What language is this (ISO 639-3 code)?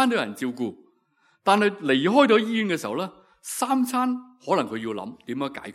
yue